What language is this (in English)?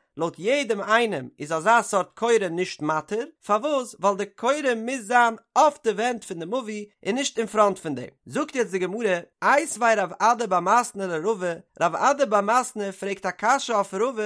Yiddish